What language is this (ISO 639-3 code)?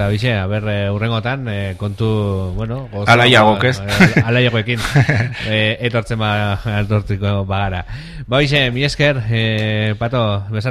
eus